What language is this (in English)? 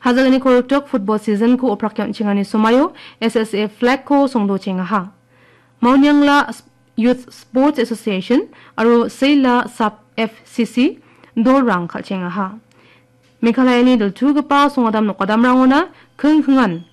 Garo